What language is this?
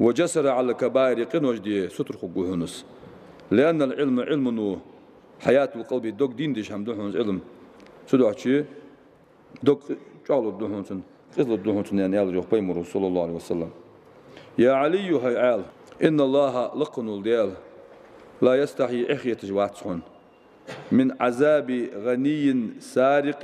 Ingush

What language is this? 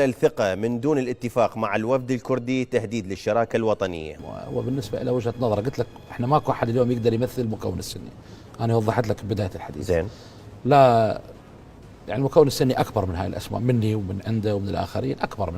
Mesopotamian Arabic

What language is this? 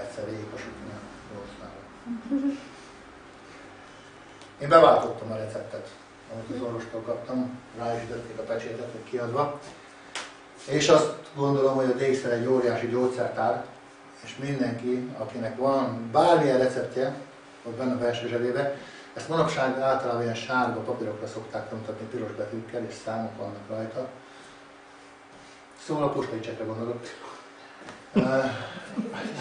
Hungarian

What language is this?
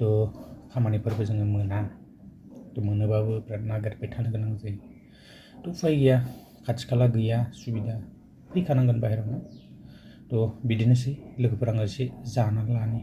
Bodo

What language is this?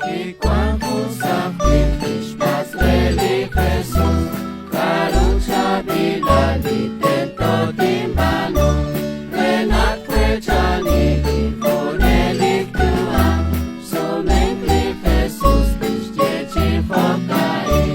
Kekchí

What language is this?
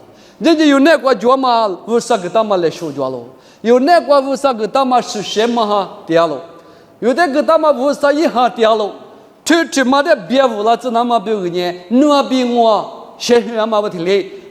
Lisu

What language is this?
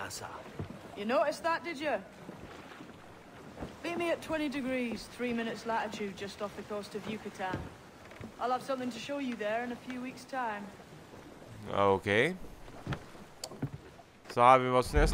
Danish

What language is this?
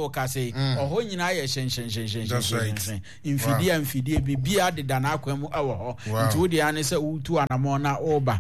Akan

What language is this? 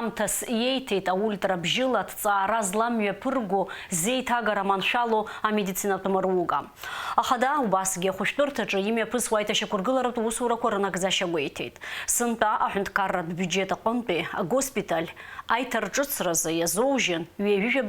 Abkhazian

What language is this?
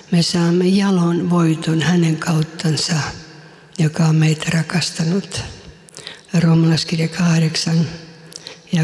Finnish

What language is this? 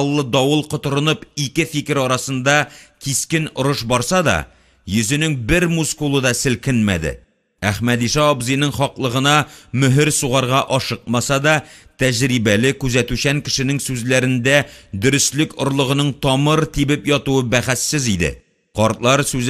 Tatar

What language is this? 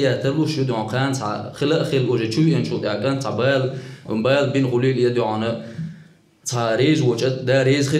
Chechen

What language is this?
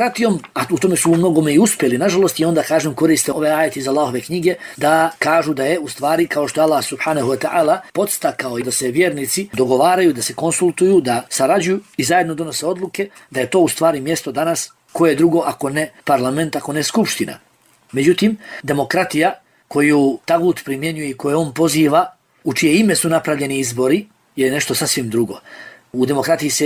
Bosnian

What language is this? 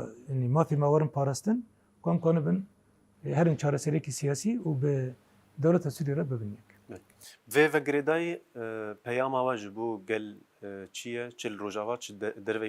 Kurdish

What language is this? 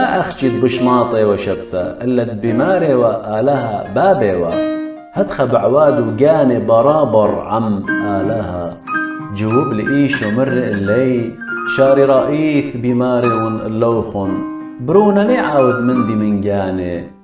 Assyrian Neo-Aramaic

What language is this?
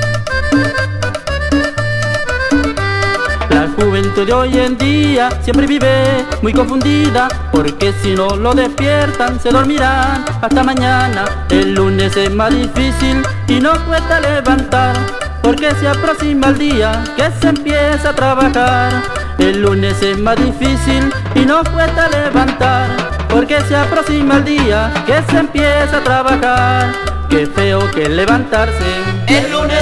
Spanish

